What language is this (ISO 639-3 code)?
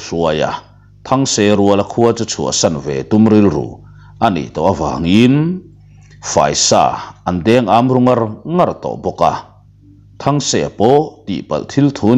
lus